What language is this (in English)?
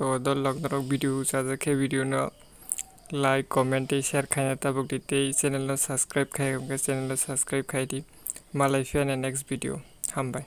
Kok Borok